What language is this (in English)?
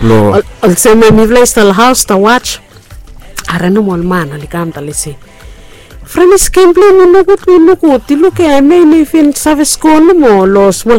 Bislama